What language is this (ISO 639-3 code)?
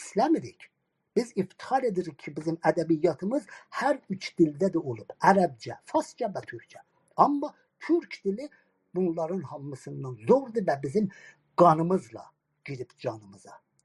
azb